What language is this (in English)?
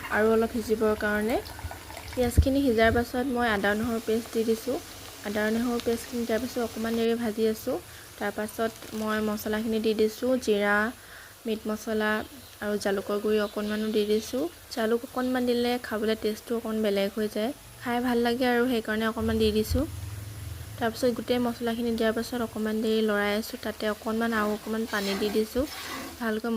Assamese